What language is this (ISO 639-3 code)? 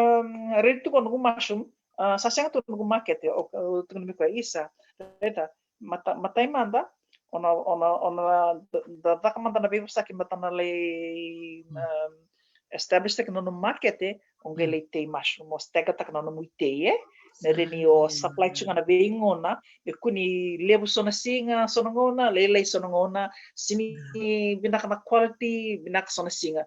fij